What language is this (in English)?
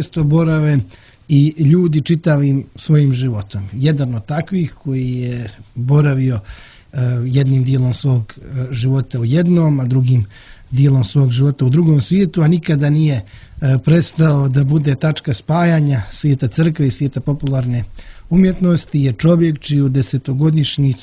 Croatian